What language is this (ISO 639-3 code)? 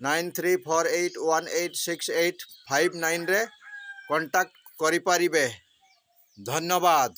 ori